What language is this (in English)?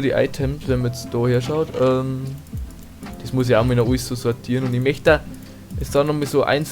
Bavarian